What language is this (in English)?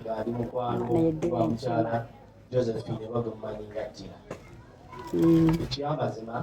Ganda